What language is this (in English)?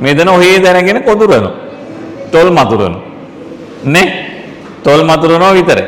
Sinhala